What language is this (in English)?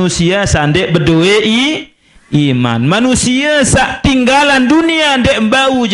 Sasak